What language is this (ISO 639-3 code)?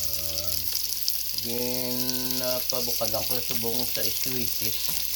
hil